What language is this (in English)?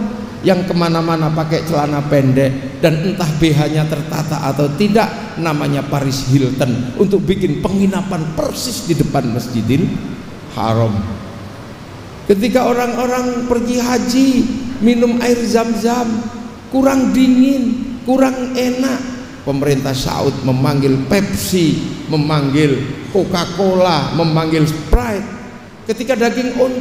Indonesian